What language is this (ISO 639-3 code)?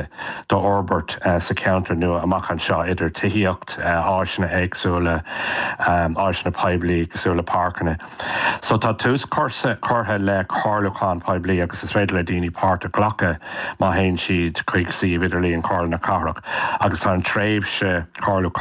gle